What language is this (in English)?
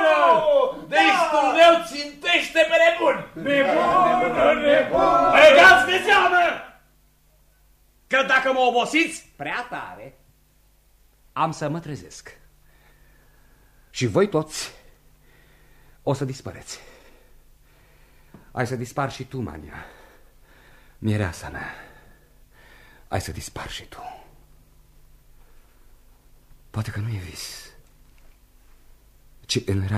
Romanian